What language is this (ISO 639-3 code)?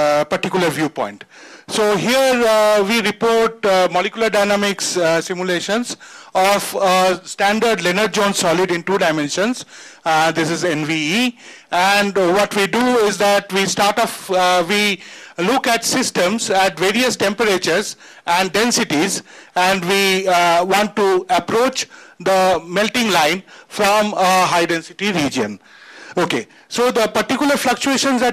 eng